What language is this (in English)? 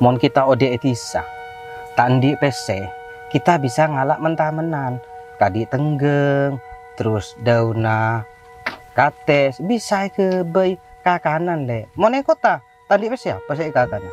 Madurese